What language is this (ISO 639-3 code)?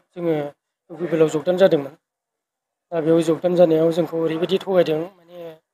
brx